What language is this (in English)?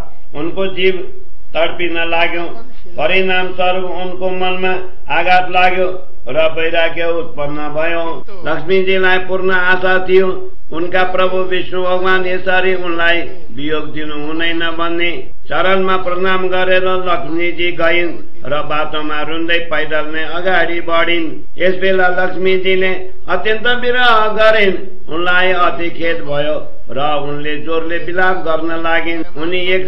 Nepali